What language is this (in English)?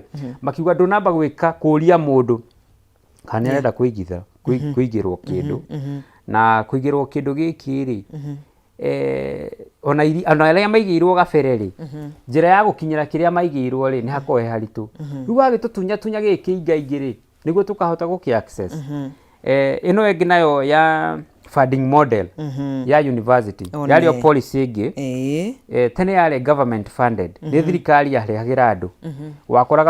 Kikuyu